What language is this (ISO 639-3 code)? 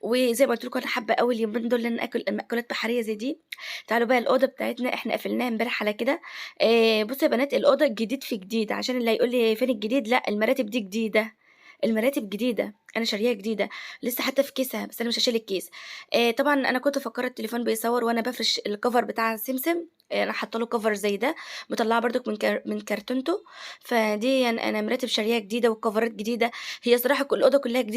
arz